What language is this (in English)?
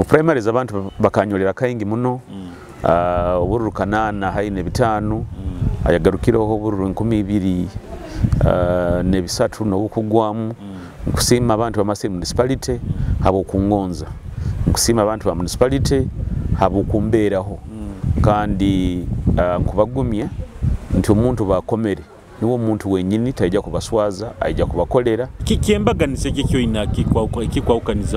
Nyoro